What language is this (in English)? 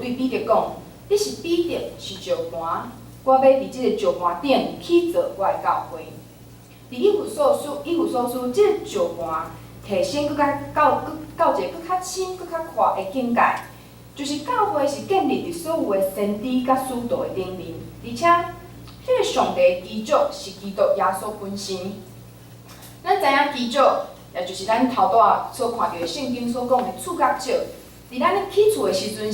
Min Nan Chinese